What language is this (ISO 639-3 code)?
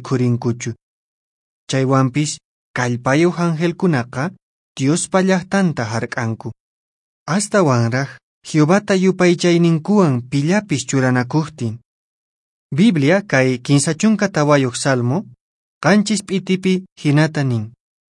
que